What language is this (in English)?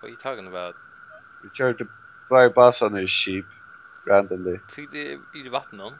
Faroese